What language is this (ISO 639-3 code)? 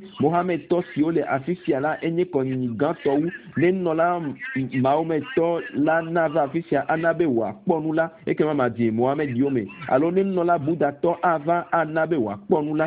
ewe